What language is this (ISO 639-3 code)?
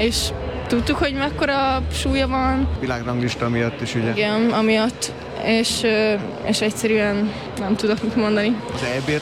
hun